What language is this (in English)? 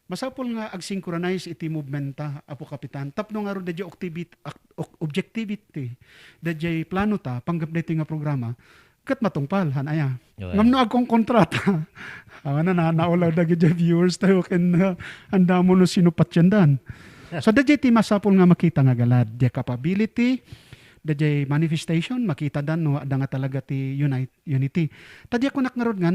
Iloko